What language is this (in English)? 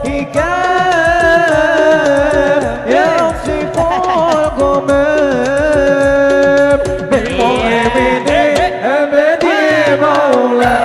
Banjar